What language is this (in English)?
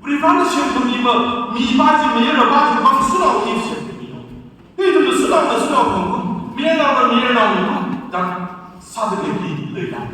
Tangkhul Naga (India)